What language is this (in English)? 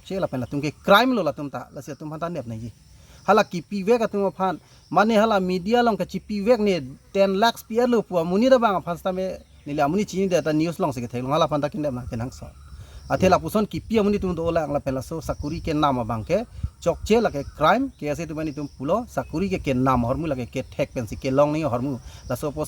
Karbi